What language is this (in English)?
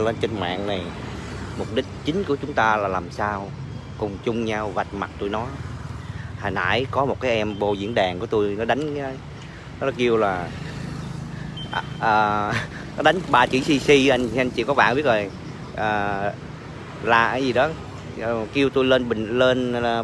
Vietnamese